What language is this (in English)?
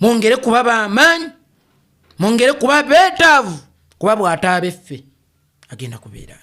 Ganda